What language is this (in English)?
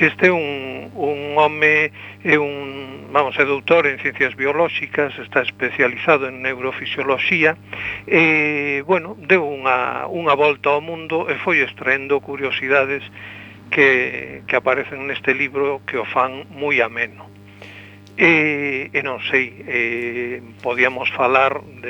Galician